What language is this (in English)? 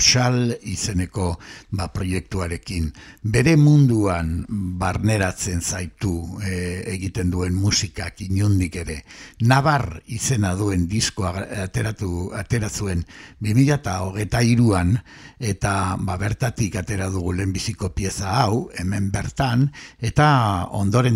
Basque